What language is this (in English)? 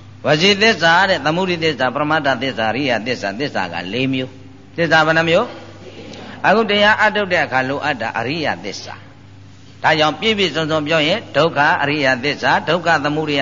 Burmese